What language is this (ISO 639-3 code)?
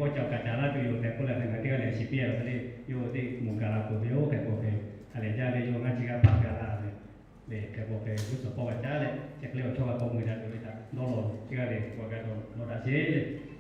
lhu